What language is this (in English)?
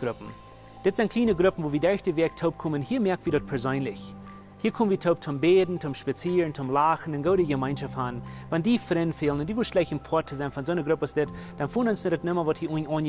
Plautdietsch